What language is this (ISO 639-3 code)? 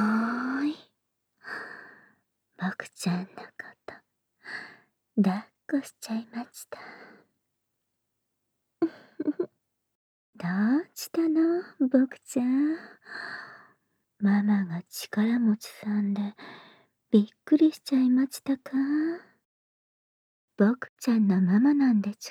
jpn